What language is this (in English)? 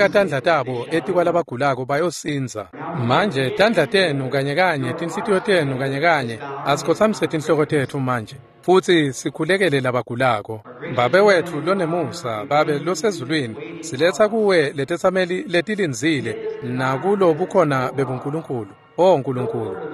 Swati